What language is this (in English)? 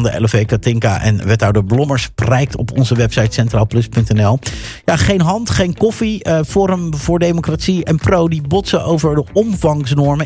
Dutch